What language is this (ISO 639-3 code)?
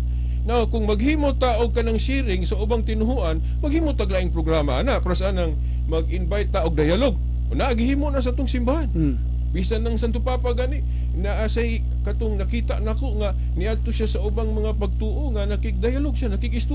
ceb